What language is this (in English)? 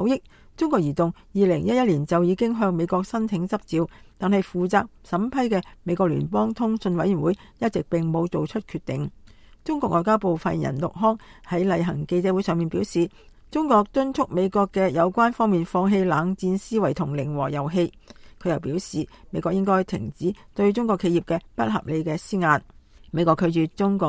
Cantonese